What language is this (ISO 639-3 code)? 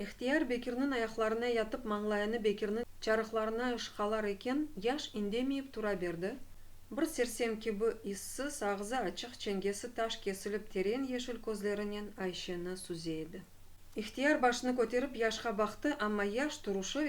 crh